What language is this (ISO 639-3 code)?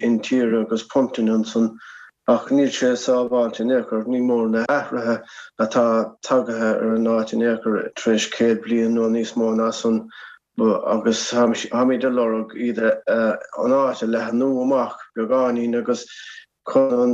gle